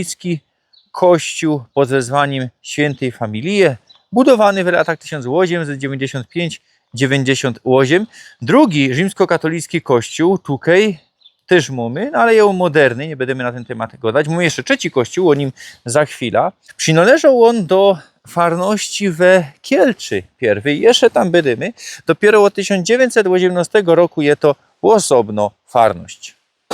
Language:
Silesian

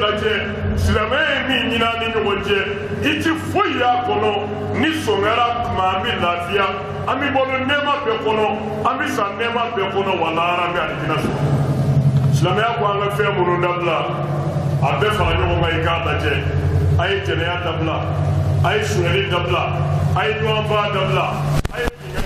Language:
Bambara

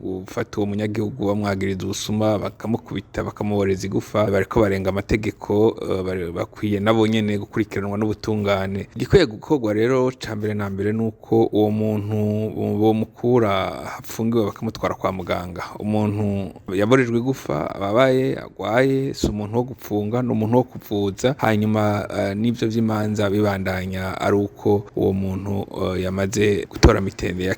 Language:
Rundi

